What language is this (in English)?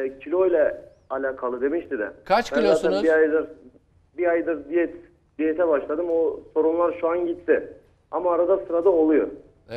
Turkish